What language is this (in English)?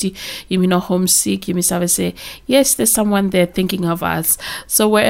Bislama